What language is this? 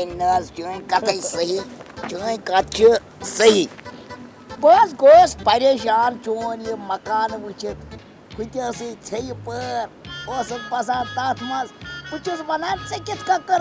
Kashmiri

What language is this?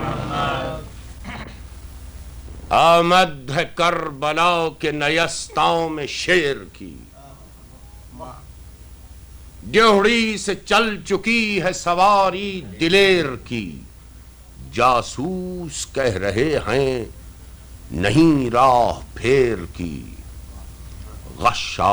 Urdu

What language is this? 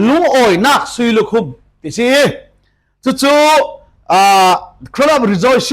Falam Chin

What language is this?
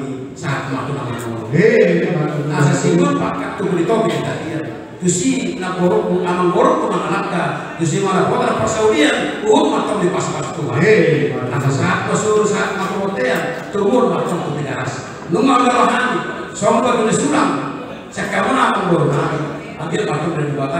Batak Toba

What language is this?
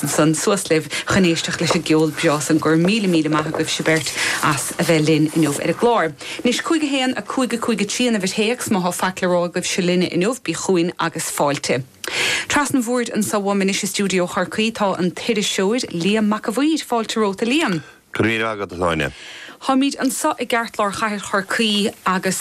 Irish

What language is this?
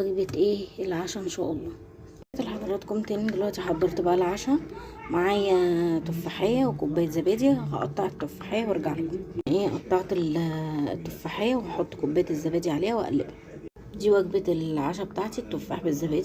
Egyptian Arabic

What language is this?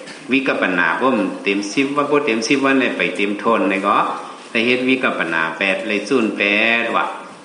Shan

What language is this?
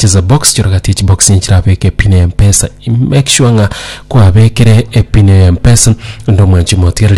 Gusii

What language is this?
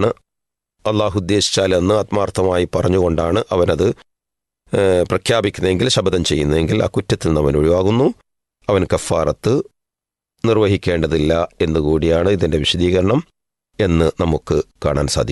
Malayalam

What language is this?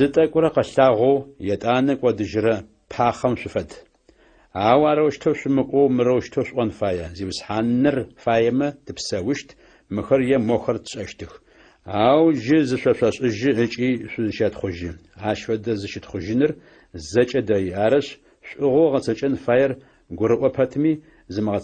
Adyghe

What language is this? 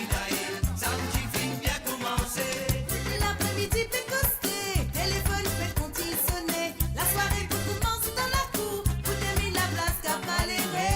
Morisyen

